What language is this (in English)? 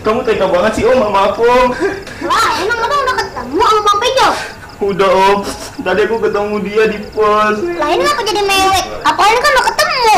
Betawi